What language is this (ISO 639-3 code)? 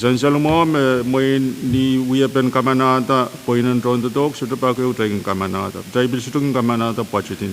pon